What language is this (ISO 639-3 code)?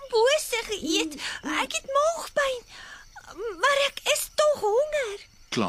afr